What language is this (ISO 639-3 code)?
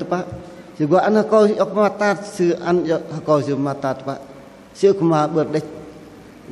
bdq